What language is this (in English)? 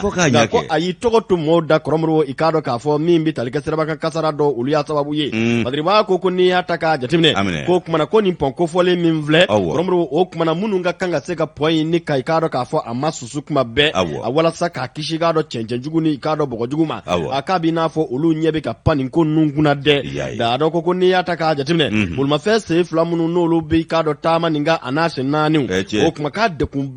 Bambara